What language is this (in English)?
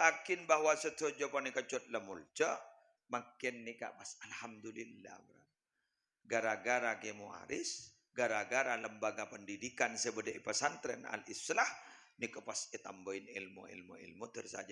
Madurese